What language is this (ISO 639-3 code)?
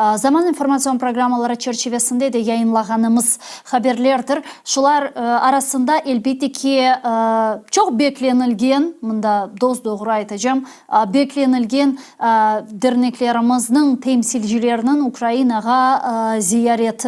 crh